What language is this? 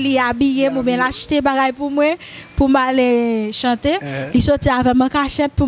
Haitian Creole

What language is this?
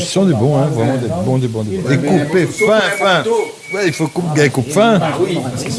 Réunion Creole French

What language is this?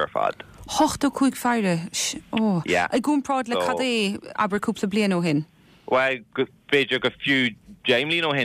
Irish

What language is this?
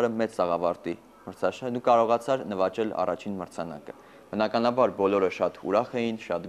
Armenian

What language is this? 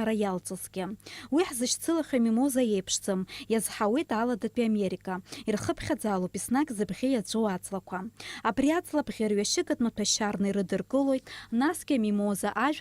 Abkhazian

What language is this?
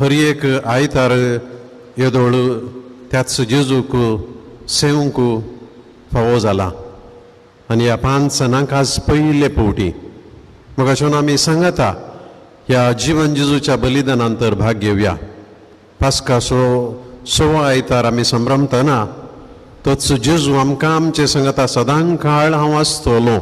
Konkani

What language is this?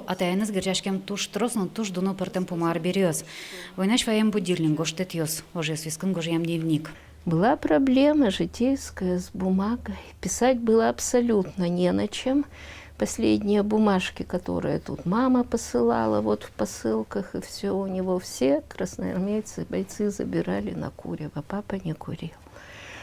Udmurt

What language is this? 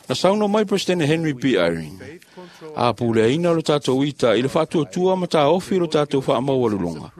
Samoan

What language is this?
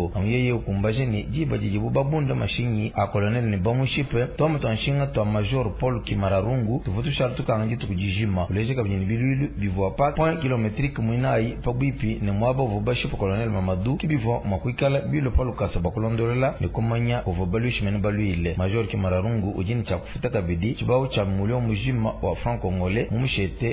Luba-Lulua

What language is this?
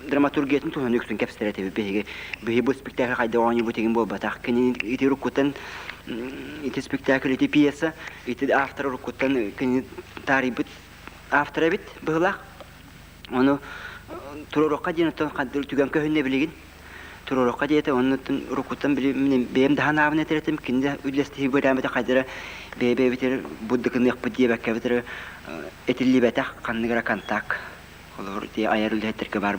Yakut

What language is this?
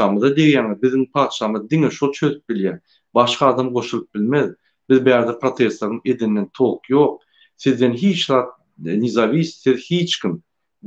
Turkmen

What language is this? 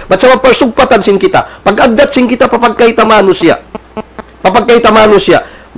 Tausug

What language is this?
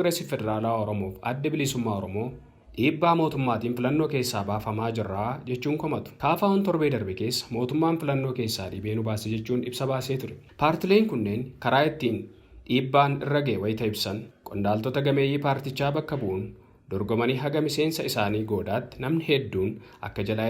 Oromo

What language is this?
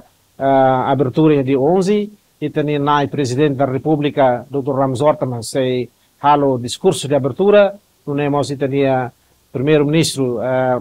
Tetum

